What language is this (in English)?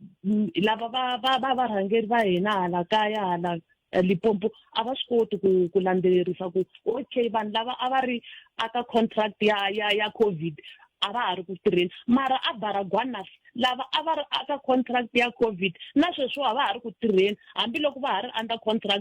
Tsonga